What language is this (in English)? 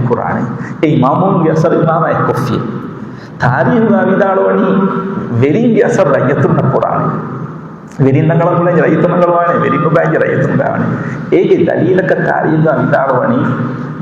Divehi